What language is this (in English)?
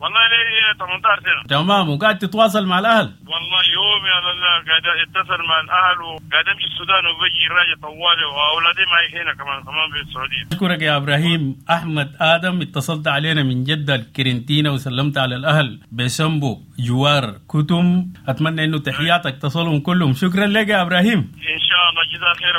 Sudanese Arabic